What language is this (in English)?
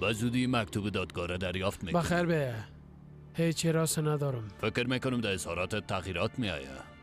Persian